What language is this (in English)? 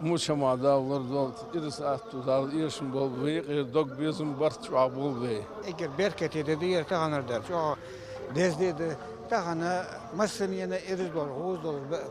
Ingush